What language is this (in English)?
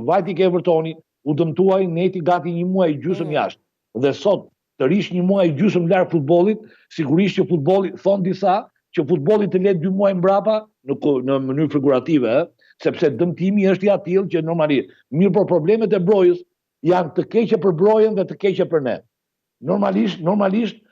Albanian